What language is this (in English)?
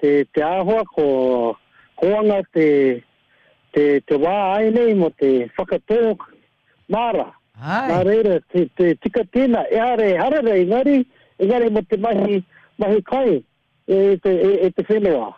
Māori